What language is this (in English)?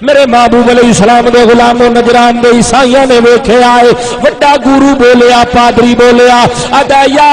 Saraiki